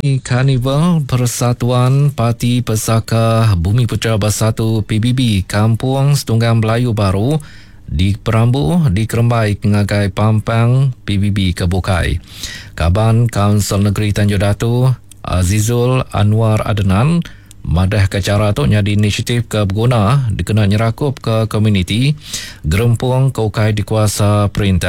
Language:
Iban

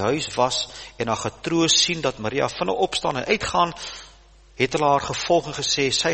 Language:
Afrikaans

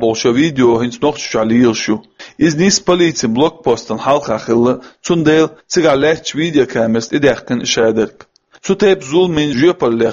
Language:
Chechen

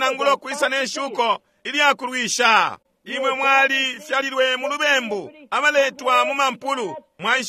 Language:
Bemba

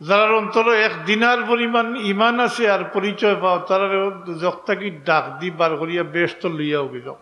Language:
Sylheti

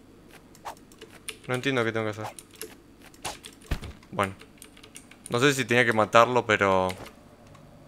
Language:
Spanish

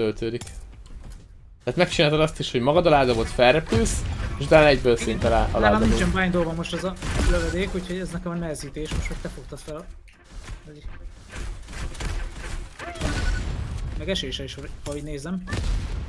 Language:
Hungarian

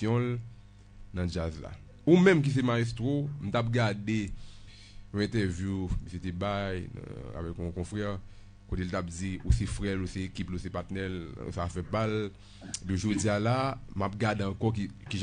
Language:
Haitian Creole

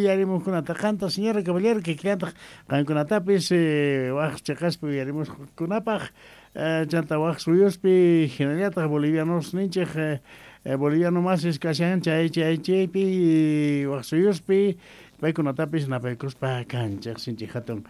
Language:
South Bolivian Quechua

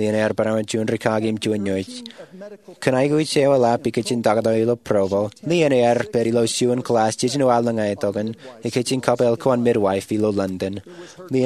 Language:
Marshallese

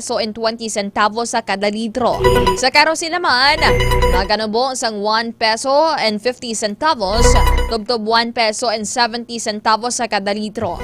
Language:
Hiligaynon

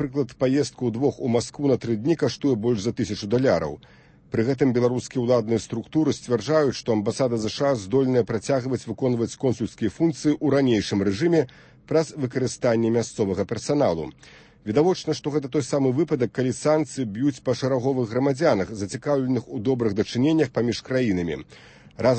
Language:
Belarusian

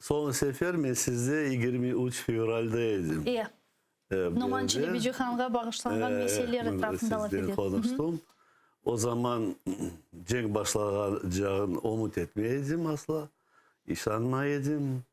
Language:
Crimean Tatar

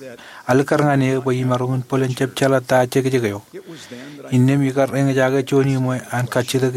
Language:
Marshallese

